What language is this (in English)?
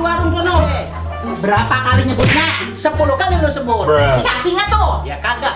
Betawi